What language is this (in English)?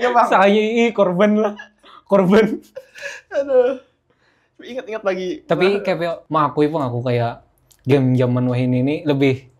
Banjar